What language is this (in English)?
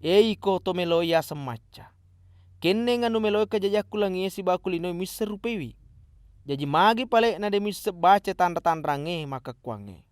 Buginese